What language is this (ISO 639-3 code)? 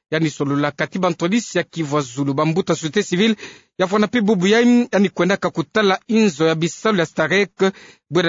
ktu